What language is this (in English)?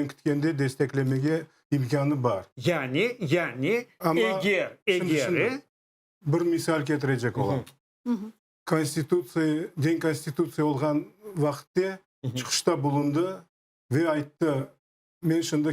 Crimean Tatar